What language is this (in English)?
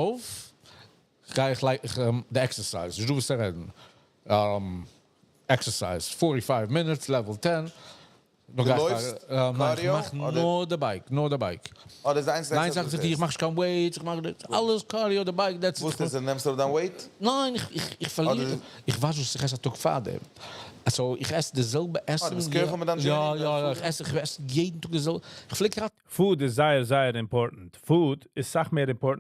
Yiddish